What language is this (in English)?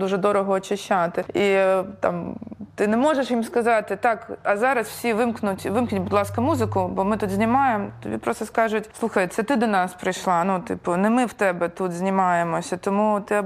Ukrainian